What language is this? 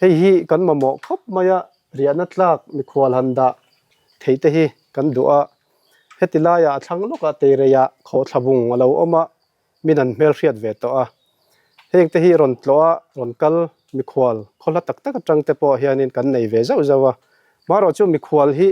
Mizo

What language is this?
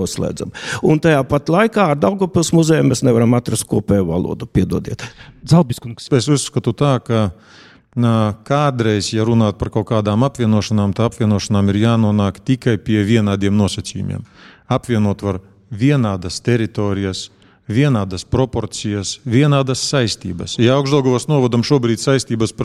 Latvian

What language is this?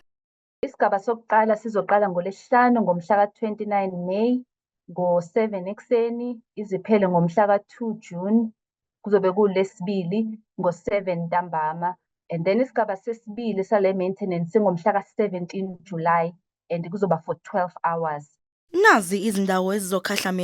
Zulu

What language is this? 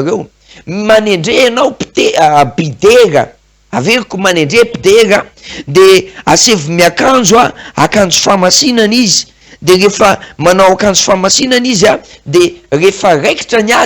Malagasy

